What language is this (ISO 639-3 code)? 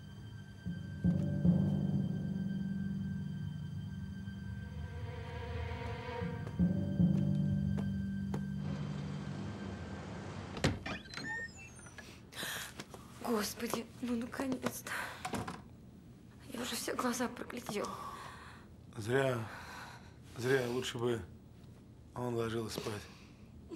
rus